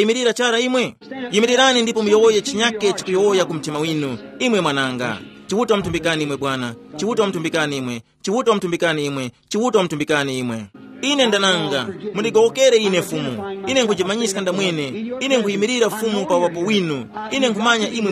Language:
Tumbuka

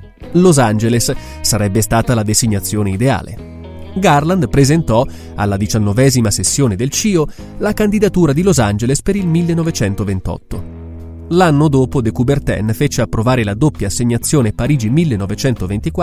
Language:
Italian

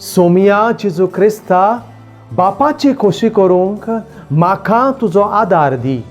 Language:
Konkani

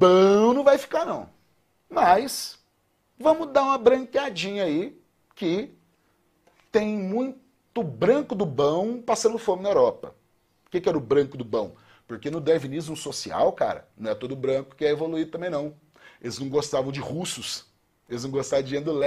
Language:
Portuguese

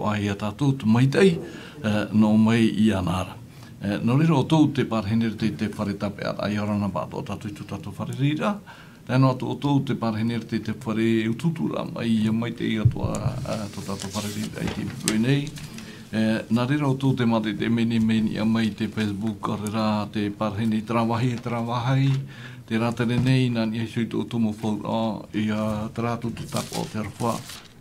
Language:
Tahitian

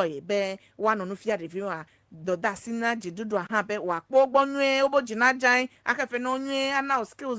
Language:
Ewe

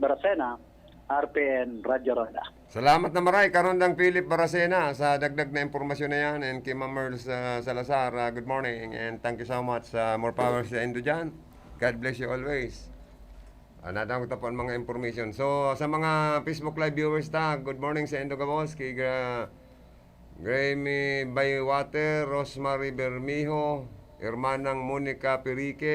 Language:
Bikol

